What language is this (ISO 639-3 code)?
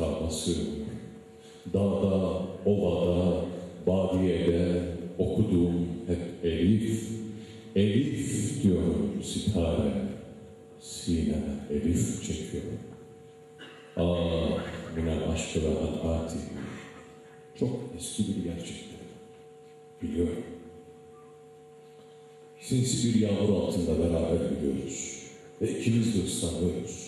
tur